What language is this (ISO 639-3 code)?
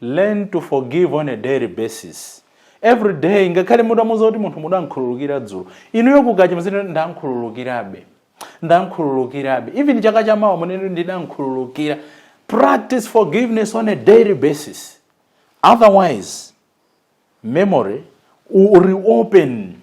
nya